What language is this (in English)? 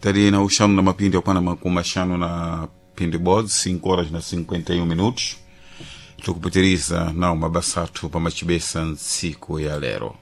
Sena